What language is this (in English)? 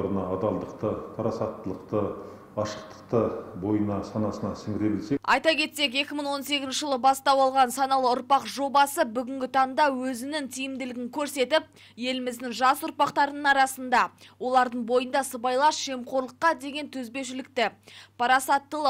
Kazakh